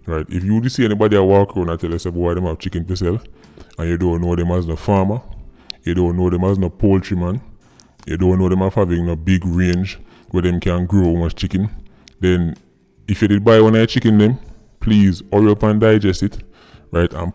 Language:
Jamaican Creole English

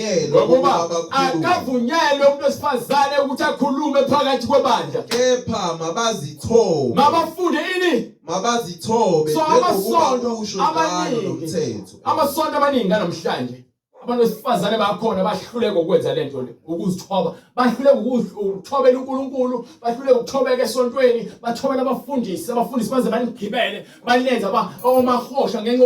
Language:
Zulu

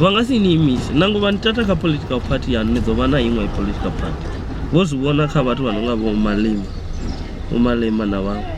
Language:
Venda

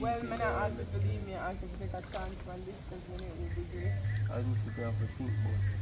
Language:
Jamaican Creole English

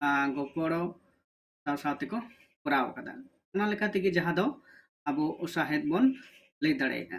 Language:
Santali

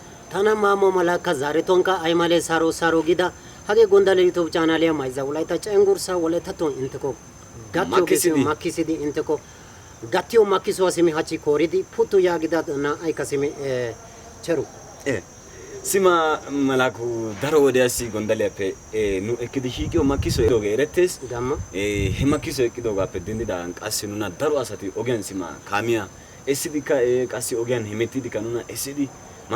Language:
Wolaytta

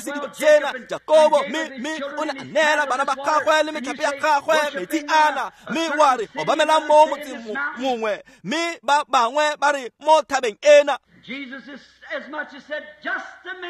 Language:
Tswana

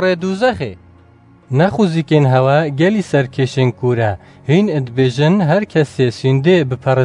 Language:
Kurdish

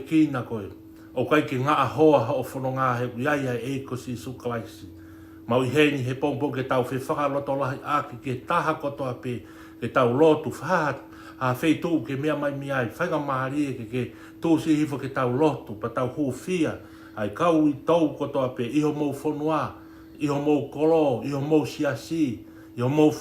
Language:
Tongan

